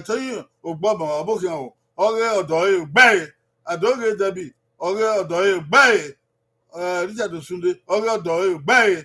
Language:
Bini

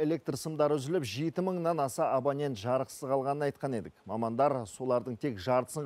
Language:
Kazakh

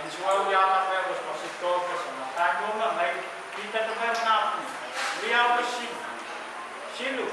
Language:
Pohnpeian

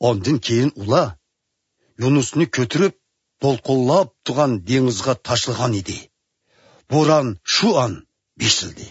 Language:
Uyghur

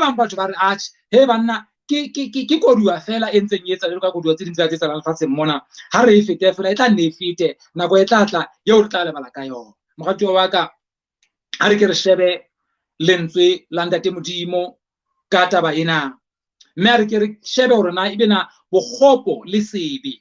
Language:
Southern Sotho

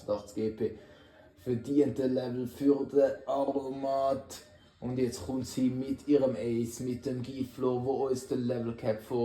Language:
Swiss German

